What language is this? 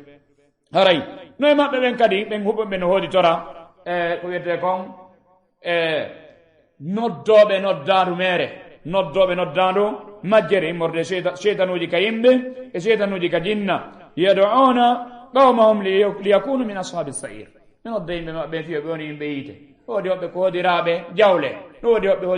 Fula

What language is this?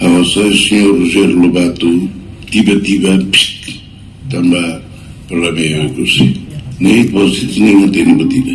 Tetum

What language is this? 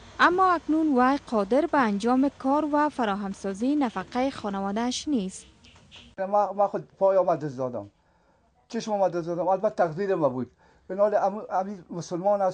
Persian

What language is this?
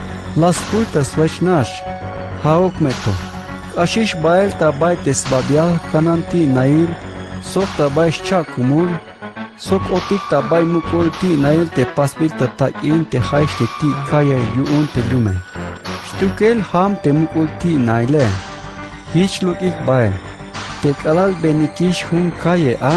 Tzeltal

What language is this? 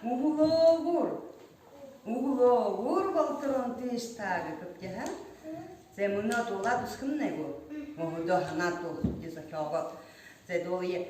Buriat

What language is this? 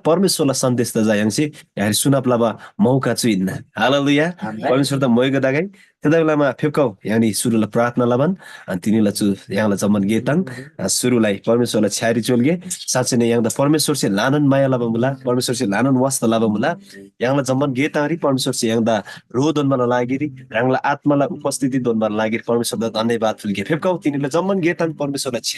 Eastern Tamang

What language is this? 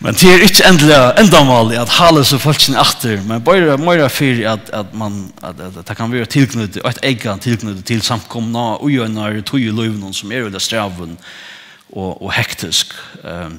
Faroese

